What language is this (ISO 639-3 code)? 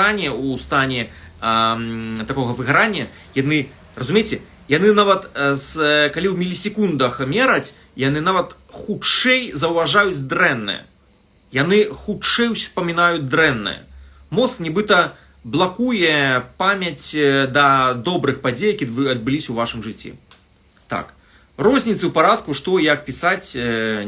bel